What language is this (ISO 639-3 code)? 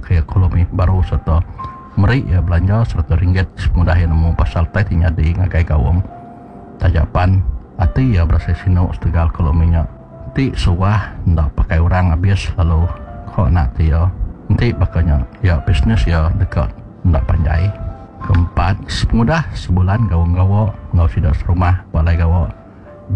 iba